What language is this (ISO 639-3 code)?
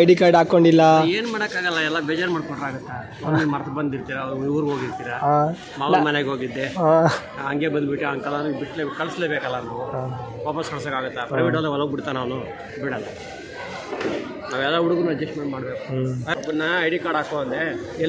kan